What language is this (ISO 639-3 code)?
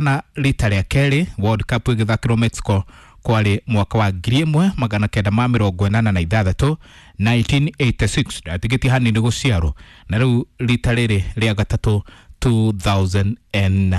kik